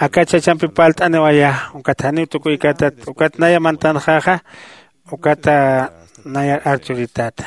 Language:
Aymara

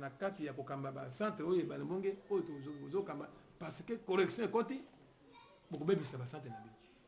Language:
Lingala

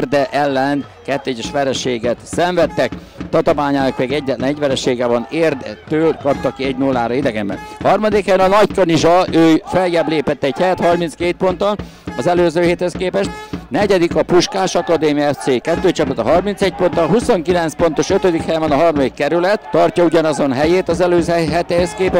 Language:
Hungarian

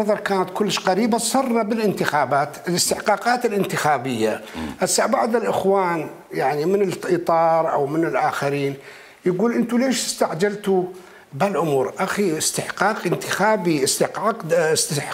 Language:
Mesopotamian Arabic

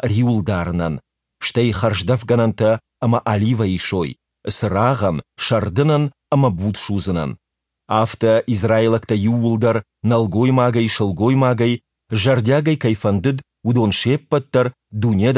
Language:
Ossetic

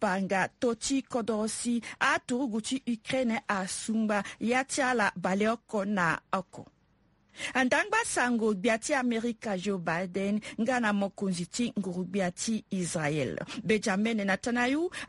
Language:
Sango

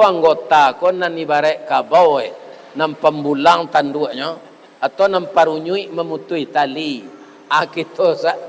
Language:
Minangkabau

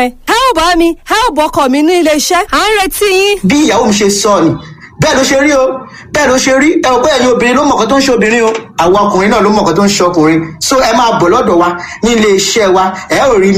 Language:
Yoruba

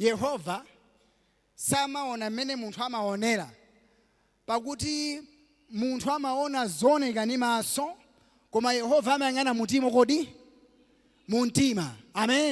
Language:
Nyanja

